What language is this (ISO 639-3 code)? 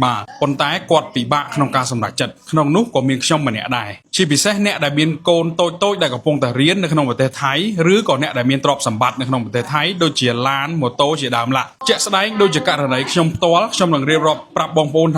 khm